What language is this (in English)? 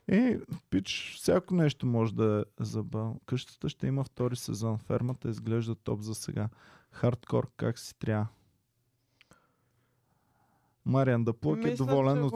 Bulgarian